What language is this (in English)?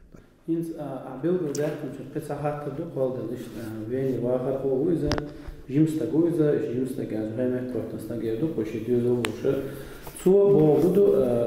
Chechen